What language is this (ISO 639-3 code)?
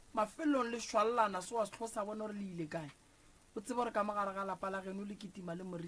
nso